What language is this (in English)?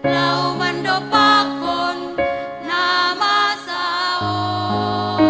Batak Simalungun